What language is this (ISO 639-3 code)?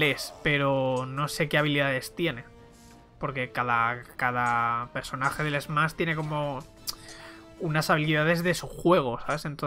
spa